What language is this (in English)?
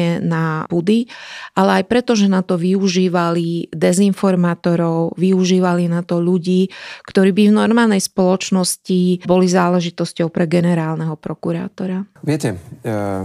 Slovak